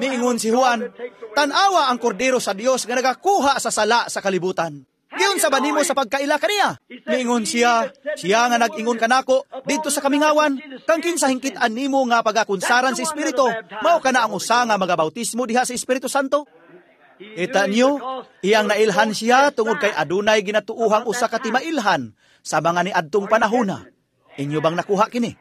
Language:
Cebuano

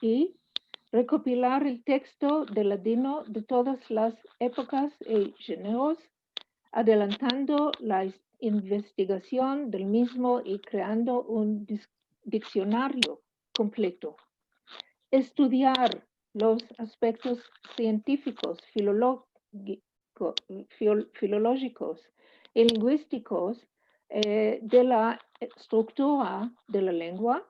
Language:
Ladino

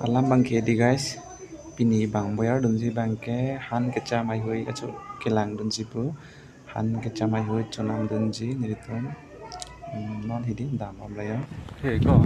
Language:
Karbi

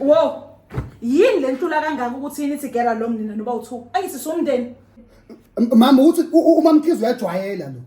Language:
Zulu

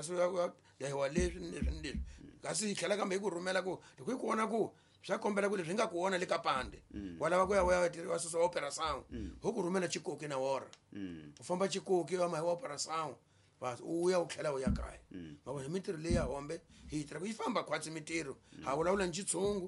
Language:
Tsonga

